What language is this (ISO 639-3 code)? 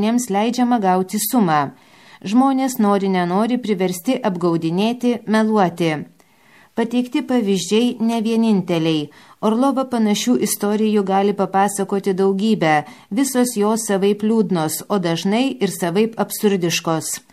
lit